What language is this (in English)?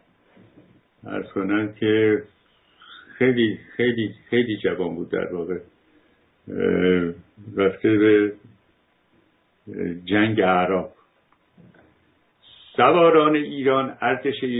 Persian